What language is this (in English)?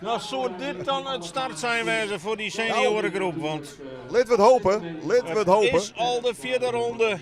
Western Frisian